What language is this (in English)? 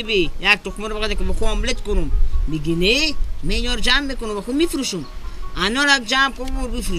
Persian